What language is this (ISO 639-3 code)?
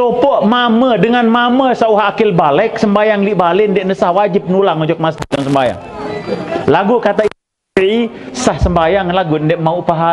sas